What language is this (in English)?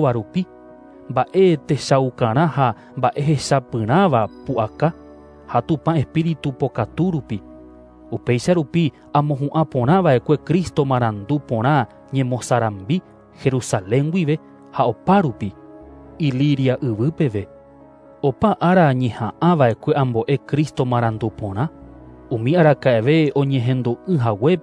Guarani